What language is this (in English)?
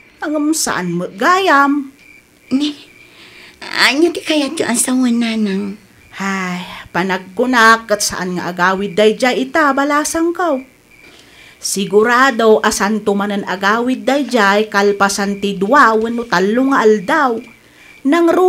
Iloko